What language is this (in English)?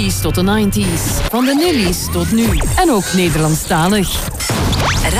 Dutch